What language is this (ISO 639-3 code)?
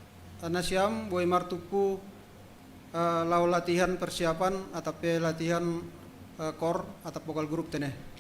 bts